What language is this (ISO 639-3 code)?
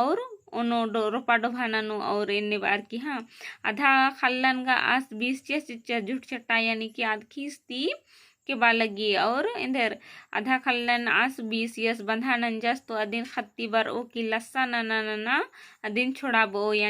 kru